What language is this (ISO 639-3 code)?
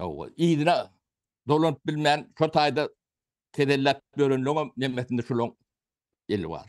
tuk